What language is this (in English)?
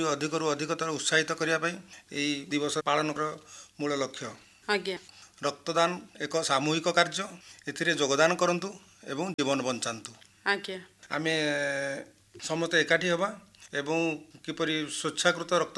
Odia